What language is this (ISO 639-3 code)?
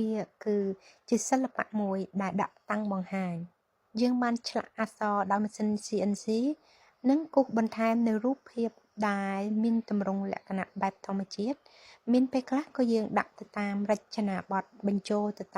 khm